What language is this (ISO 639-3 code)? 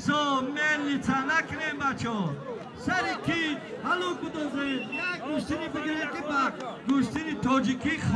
tgk